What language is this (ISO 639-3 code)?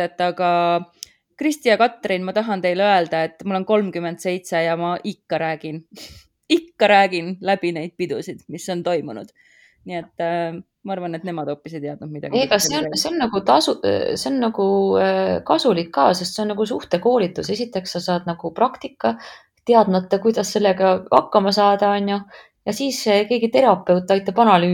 est